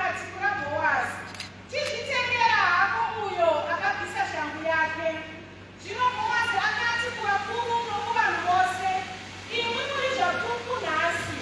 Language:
Shona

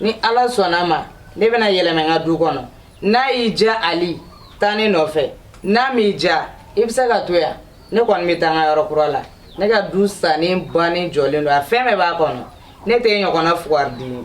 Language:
Bambara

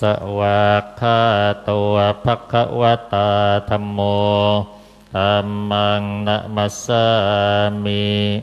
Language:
Pali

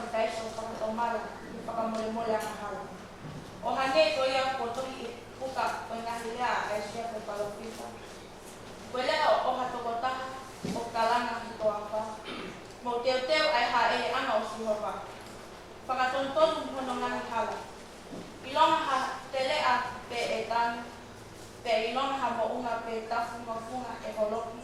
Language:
Tongan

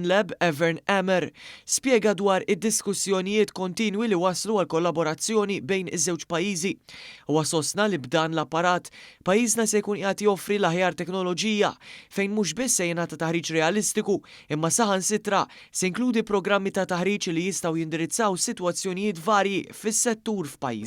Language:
Maltese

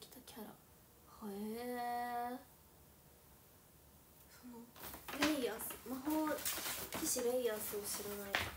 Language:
Japanese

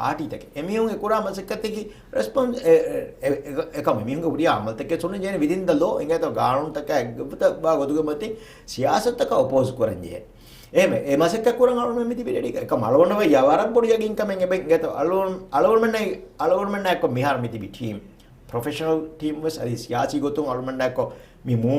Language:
Divehi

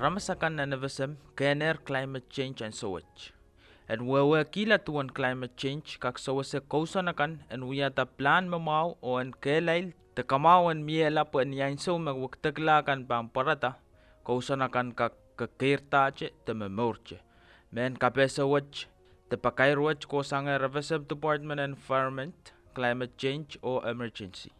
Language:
Pohnpeian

